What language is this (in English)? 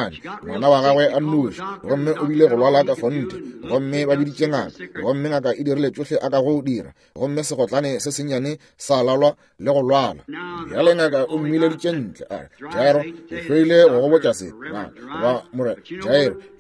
Northern Sotho